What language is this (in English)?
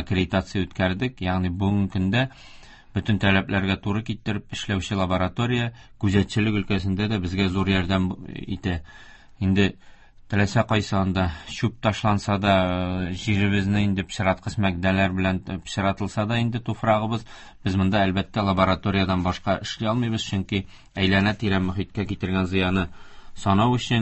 Tatar